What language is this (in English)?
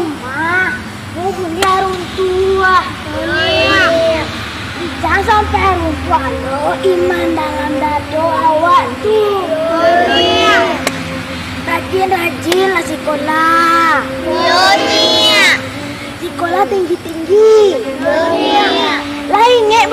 Minangkabau